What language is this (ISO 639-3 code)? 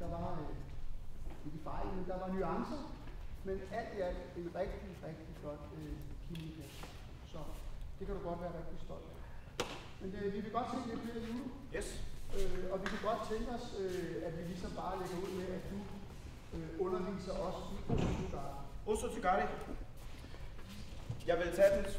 dan